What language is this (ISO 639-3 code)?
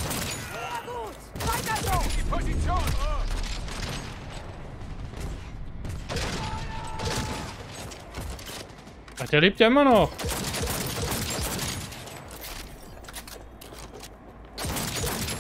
deu